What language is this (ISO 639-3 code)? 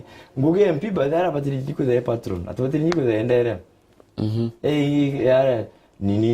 mer